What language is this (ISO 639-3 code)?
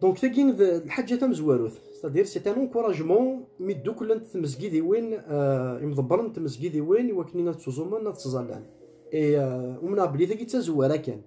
kab